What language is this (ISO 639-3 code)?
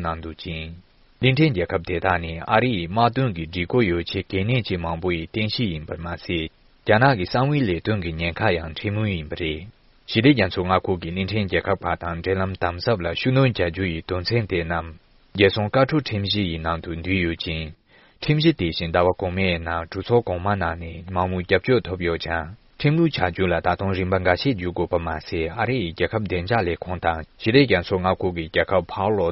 bod